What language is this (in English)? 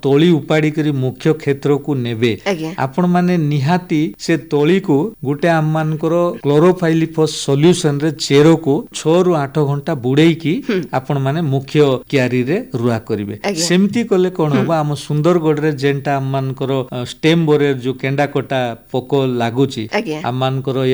Odia